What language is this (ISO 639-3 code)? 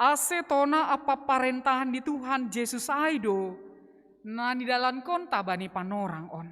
bts